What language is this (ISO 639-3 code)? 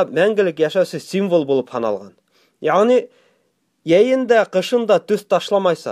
bak